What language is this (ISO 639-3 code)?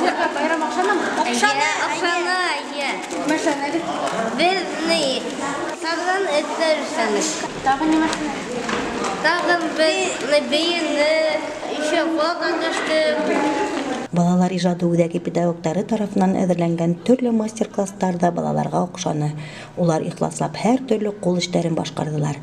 bak